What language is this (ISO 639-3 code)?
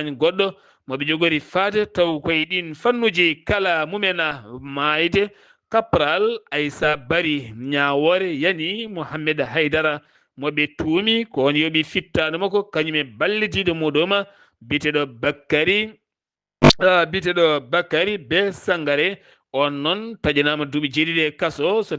ful